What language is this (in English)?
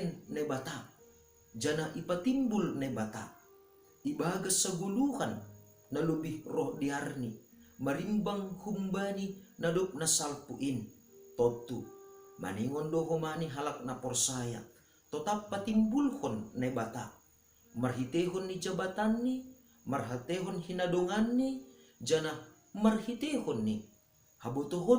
Batak Simalungun